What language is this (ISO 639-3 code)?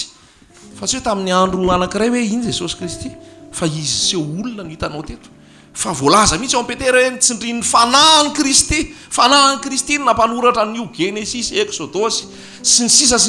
mlg